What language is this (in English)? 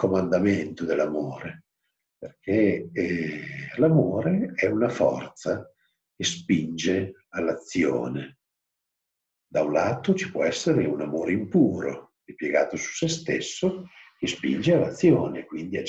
Italian